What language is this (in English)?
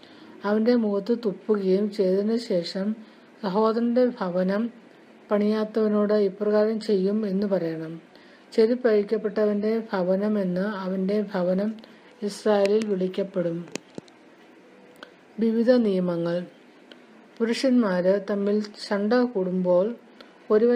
Malayalam